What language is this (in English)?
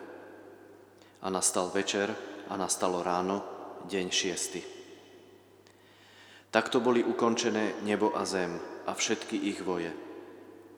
Slovak